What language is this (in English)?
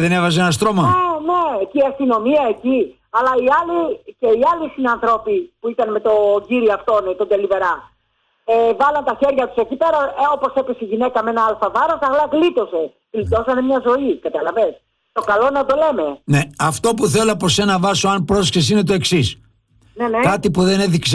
Greek